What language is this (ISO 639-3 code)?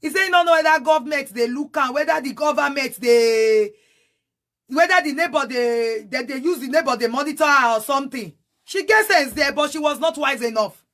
pcm